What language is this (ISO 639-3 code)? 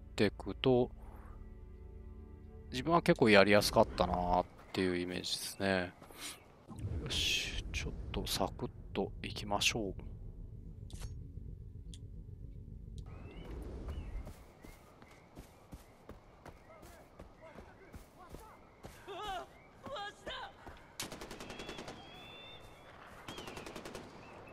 jpn